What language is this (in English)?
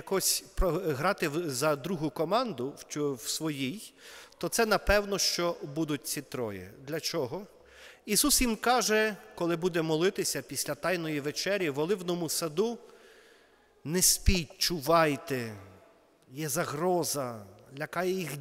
Ukrainian